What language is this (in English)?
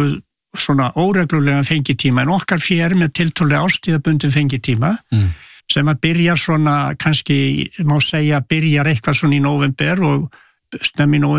Icelandic